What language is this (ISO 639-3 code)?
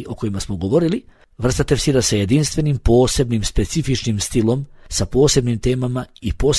bos